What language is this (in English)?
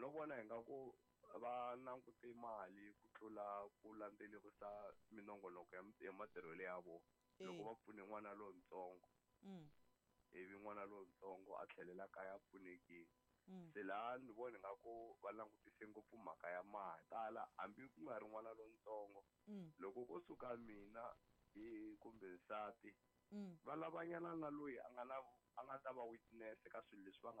Tsonga